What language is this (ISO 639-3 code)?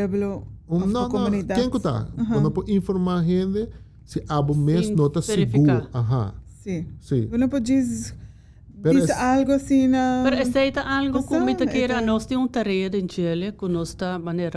pap